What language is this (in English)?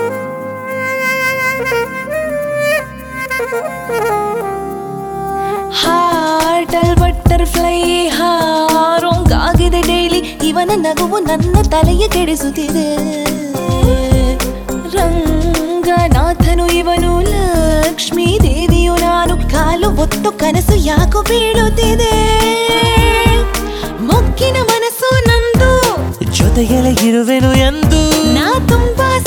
Kannada